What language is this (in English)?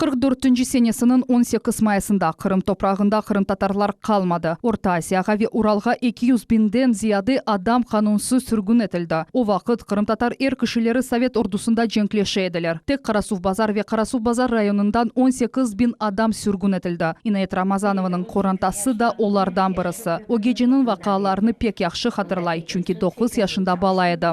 Crimean Tatar